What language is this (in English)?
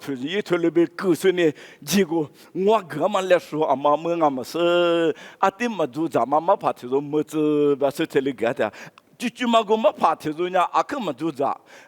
Lisu